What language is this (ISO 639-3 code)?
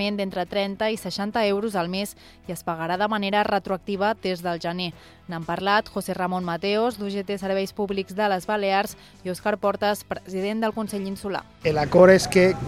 cat